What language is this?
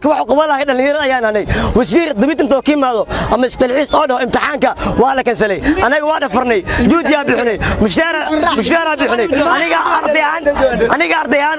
Somali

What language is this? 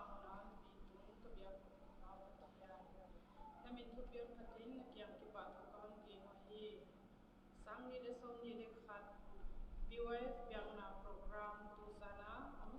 Paite Chin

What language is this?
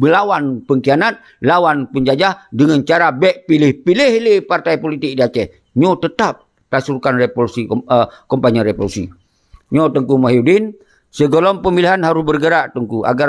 Achinese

